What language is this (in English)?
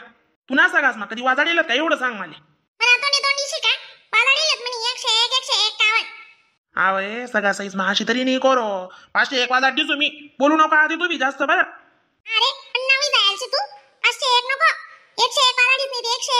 Khandesi